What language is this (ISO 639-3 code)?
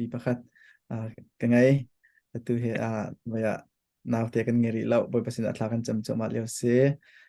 cnh